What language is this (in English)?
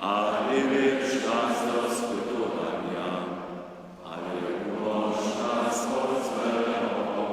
Upper Sorbian